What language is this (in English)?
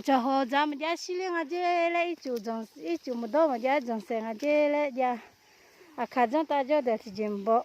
Akha